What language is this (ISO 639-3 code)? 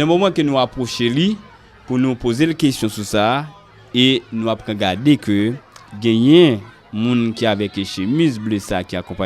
hat